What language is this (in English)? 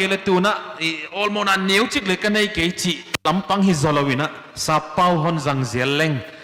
Paite Chin